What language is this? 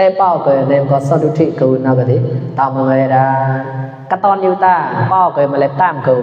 Mon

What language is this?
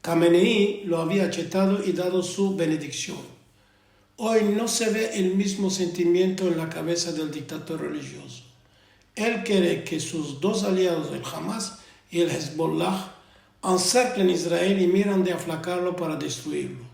Ladino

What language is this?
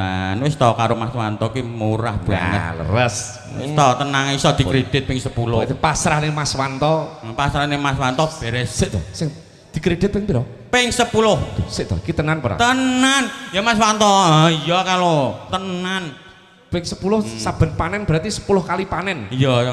Javanese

